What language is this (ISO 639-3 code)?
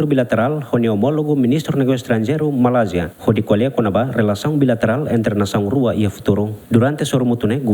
tet